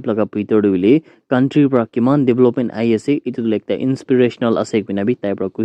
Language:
Naga Pidgin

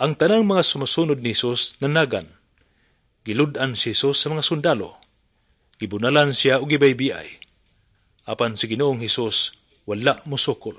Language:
Cebuano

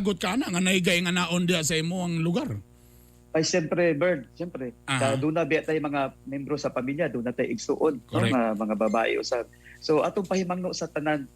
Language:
Cebuano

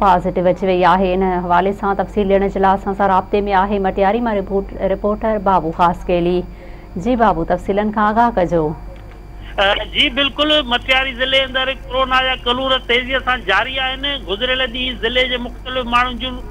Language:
Sindhi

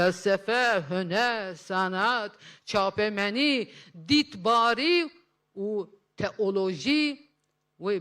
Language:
Kurdish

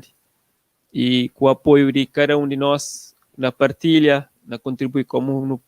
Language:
Kabuverdianu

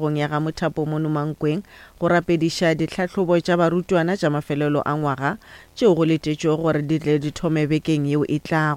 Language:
Northern Sotho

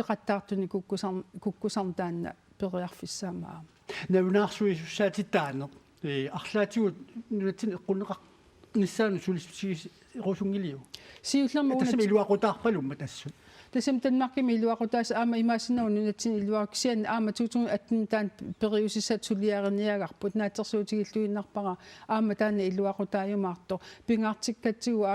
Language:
Kalaallisut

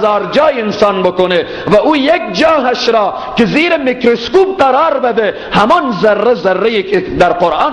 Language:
Persian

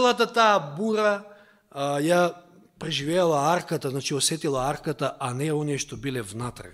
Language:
Macedonian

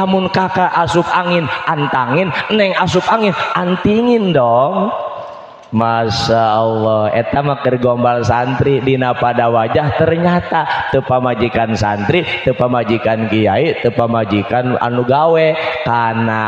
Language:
Sundanese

